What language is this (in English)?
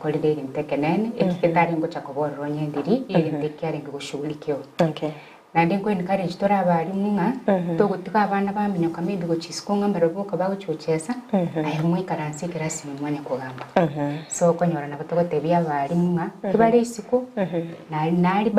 Gusii